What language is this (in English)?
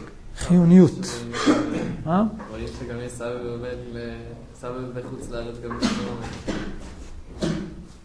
Hebrew